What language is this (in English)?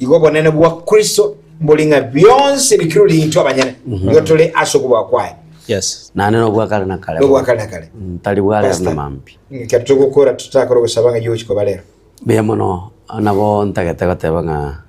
Gusii